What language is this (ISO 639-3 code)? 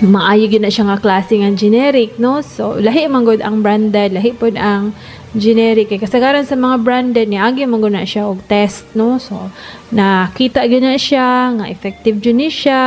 ceb